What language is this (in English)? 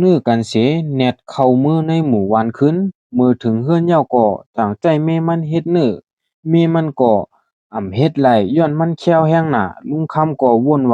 Shan